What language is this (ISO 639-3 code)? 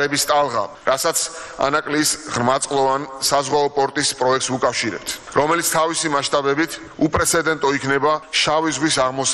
kat